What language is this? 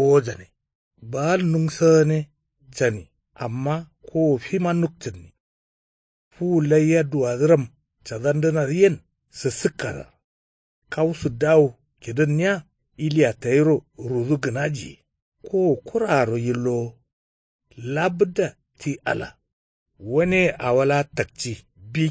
Kanuri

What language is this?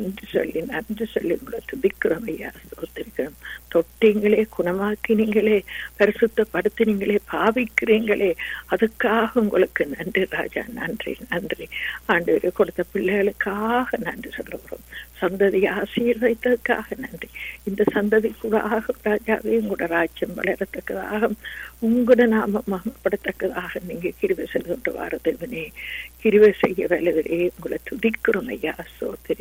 Tamil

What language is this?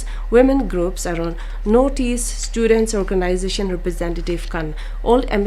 Naga Pidgin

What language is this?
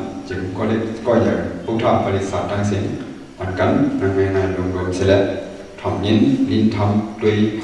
Shan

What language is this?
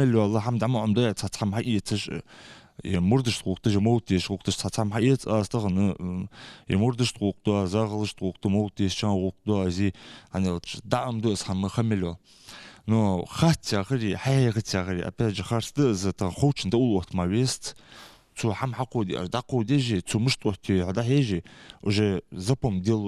Ingush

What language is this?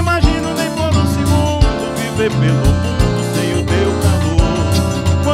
Portuguese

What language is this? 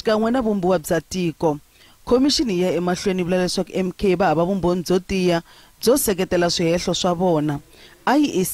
Tsonga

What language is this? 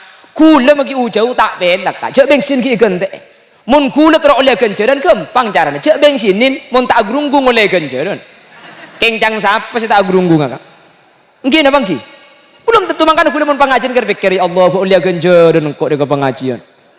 Madurese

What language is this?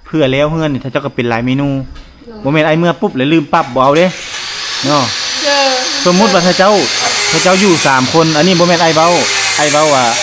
Lao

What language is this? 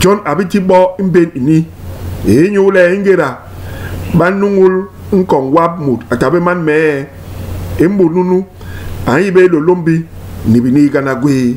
Basaa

